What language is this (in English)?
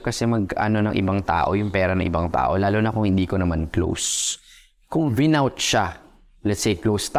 Filipino